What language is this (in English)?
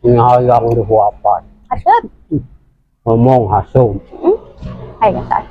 Sundanese